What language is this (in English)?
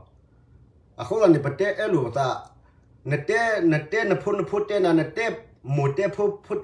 S'gaw Karen